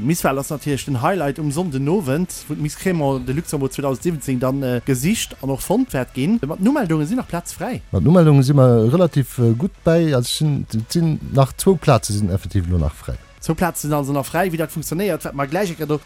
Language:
Luxembourgish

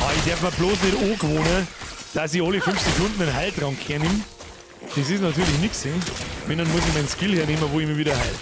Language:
Bavarian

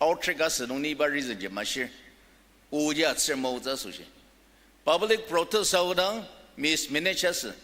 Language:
Ao Naga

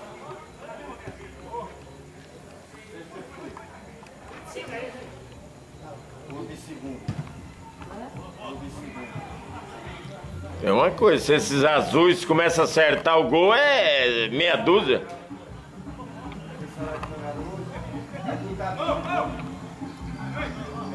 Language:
Portuguese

